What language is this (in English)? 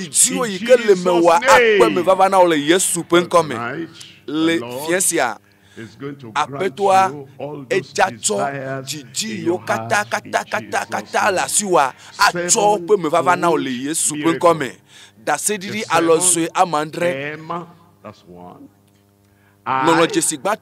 Ewe